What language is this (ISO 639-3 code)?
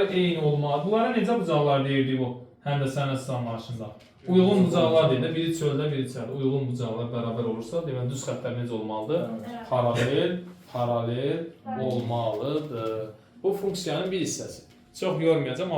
aze